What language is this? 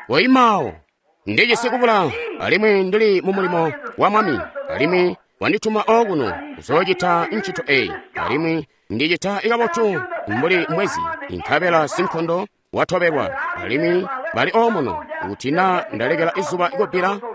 Tonga (Zambia)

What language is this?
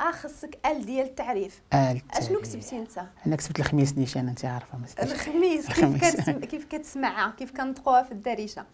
Moroccan Arabic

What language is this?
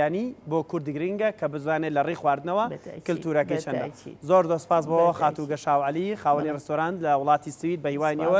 Central Kurdish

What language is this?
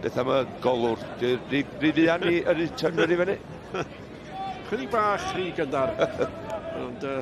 Welsh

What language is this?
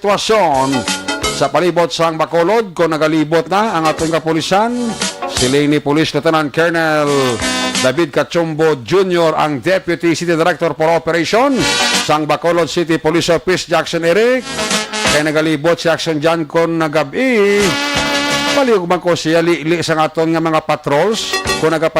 Hiligaynon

